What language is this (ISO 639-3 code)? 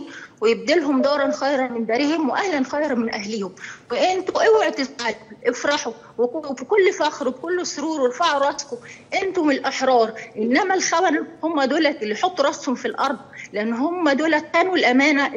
arz